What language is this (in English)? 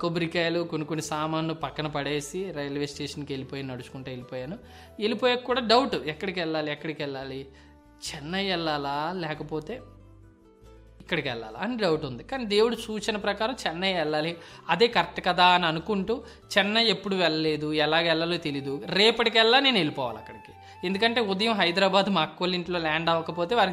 Telugu